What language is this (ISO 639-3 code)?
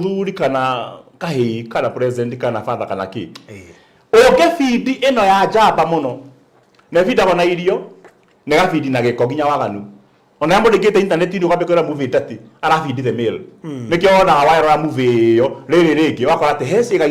kik